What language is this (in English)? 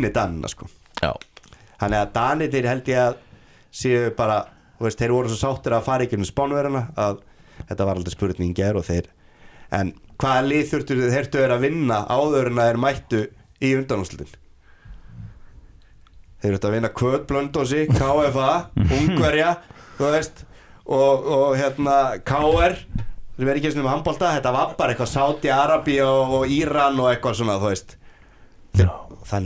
Icelandic